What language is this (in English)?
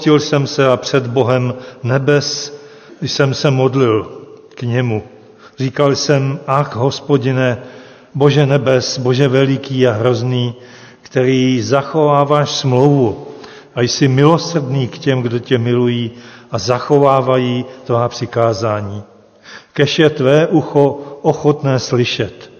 Czech